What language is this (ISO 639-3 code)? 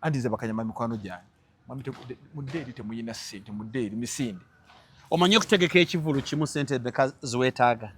lug